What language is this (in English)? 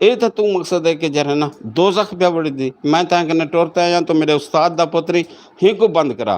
Western Panjabi